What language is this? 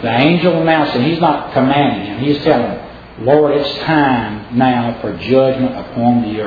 English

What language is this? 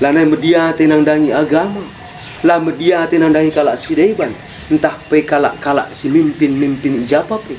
Batak Karo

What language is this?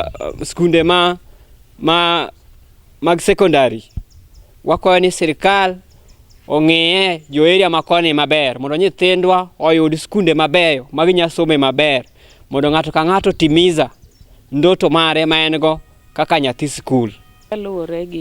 Luo (Kenya and Tanzania)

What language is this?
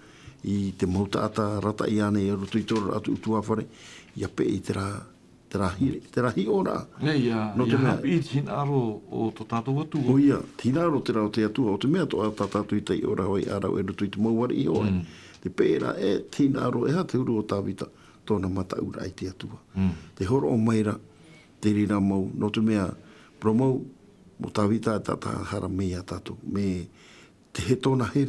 Tahitian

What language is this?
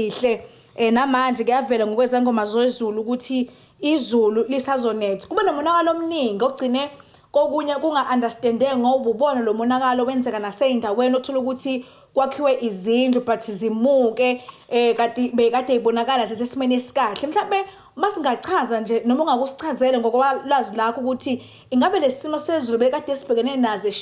Zulu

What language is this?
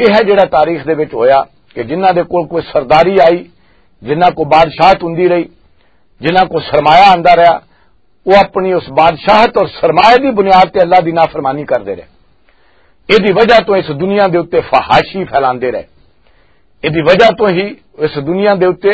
Western Panjabi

